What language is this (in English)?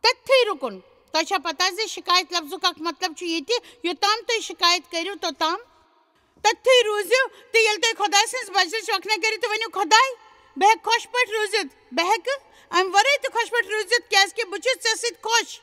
Kashmiri